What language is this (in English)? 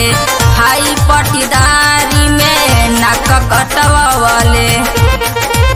Bhojpuri